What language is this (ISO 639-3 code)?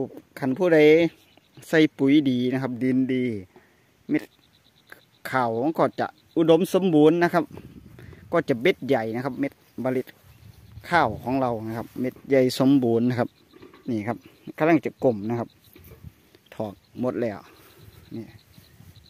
tha